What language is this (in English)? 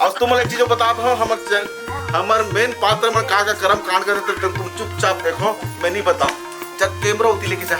Chhattisgarhi